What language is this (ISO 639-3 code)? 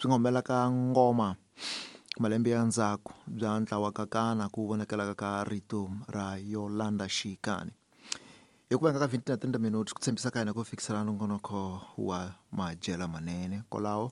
tso